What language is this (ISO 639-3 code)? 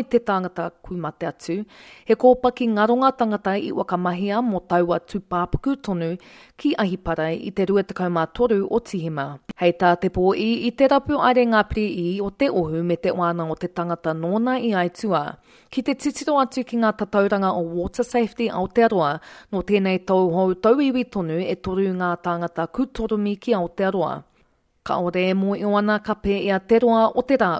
mri